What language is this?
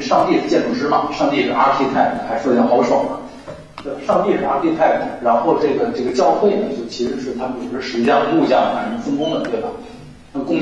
Chinese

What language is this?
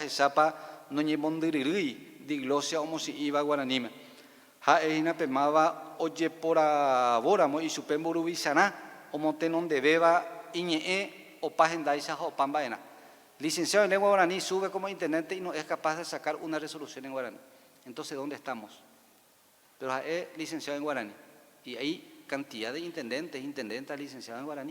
Guarani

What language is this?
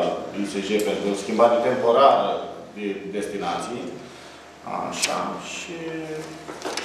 Romanian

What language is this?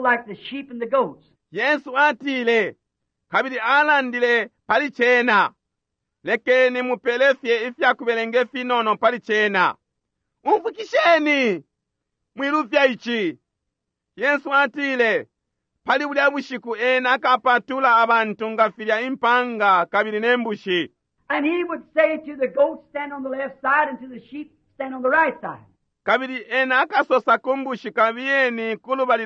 Bemba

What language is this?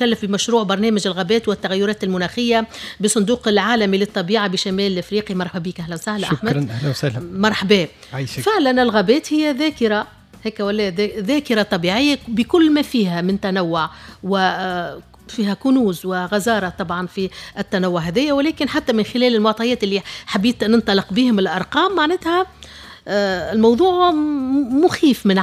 Tunisian Arabic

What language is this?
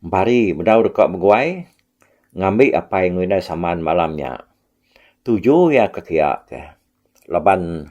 Iban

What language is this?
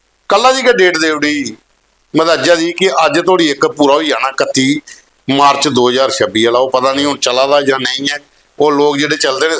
Dogri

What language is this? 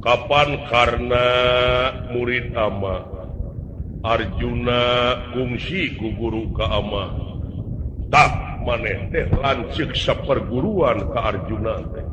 Sundanese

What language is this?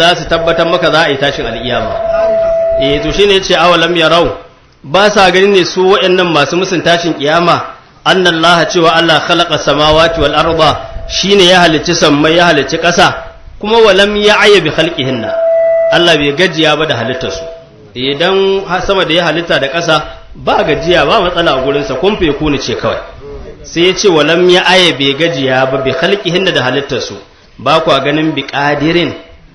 Hausa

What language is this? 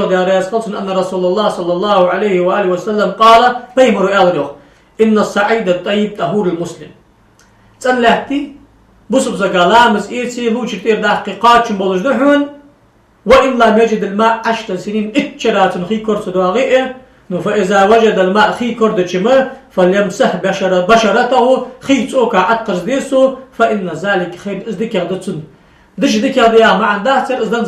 Ingush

